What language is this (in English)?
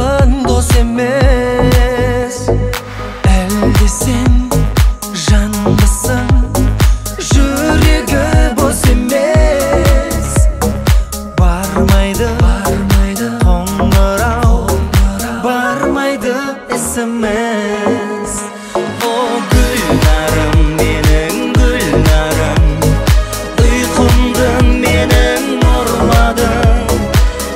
Kazakh